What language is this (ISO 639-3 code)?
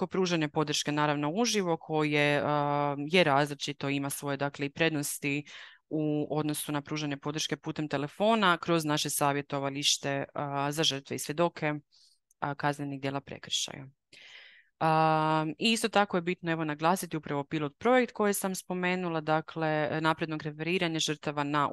hrv